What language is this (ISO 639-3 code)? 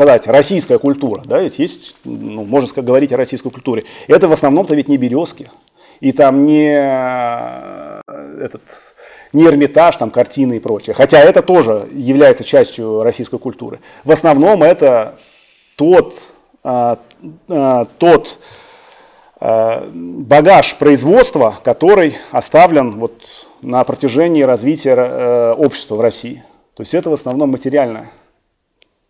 rus